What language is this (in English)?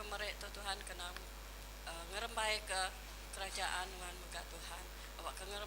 Iban